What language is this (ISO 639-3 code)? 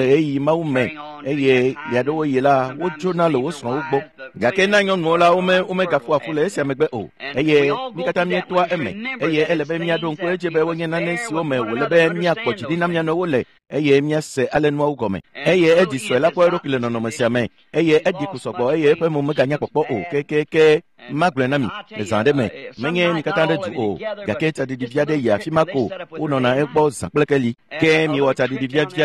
ewe